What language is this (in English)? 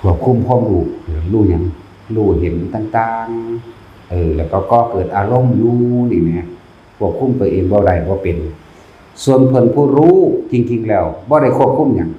Northeastern Thai